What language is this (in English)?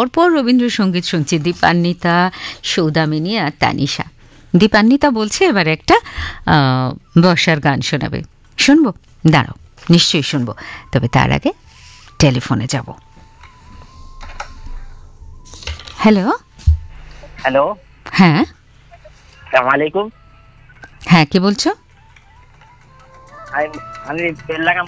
Bangla